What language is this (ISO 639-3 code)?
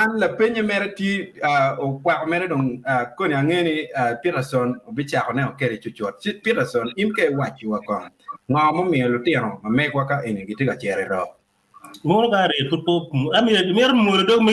ach